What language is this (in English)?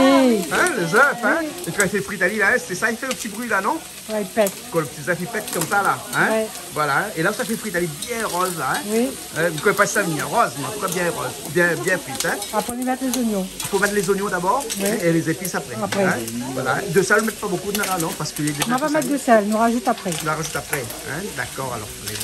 Réunion Creole French